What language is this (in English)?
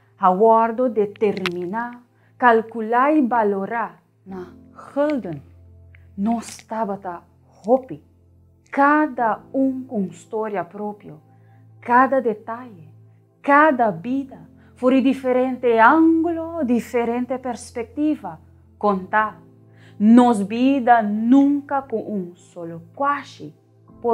Papiamento